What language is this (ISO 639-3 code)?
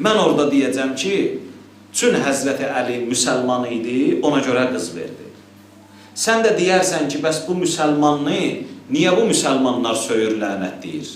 aze